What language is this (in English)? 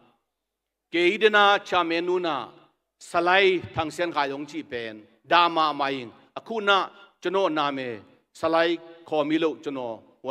Tedim Chin